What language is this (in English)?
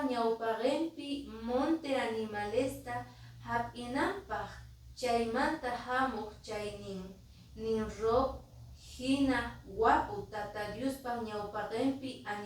Quechua